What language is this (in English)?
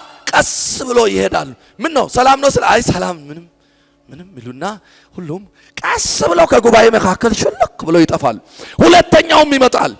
Amharic